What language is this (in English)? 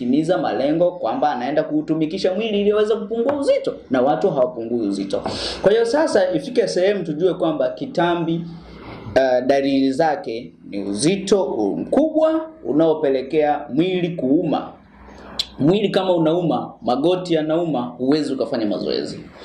Swahili